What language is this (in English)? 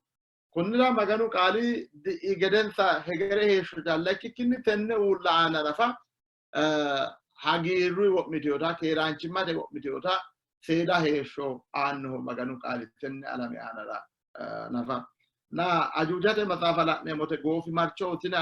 Sidamo